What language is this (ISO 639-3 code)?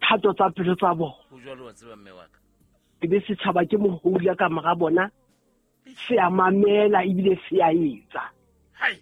sot